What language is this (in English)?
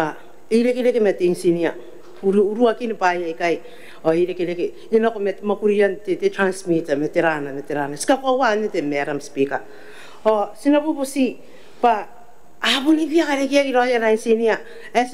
Gilbertese